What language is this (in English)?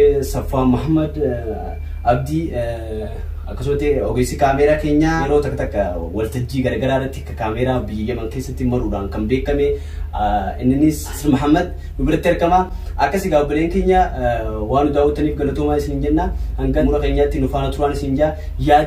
Oromo